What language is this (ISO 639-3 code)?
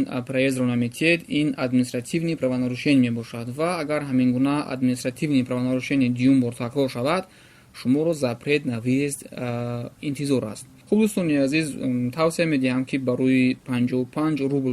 tgk